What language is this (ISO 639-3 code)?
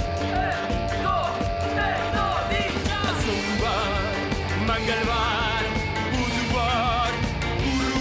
est